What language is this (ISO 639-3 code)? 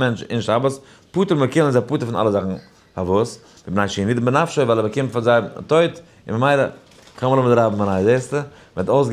yid